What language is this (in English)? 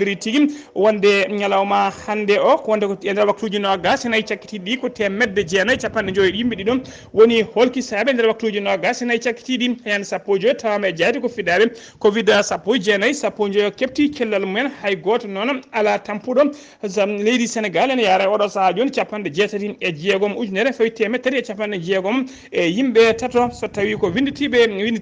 Fula